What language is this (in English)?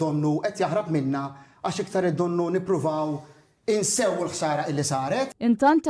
Maltese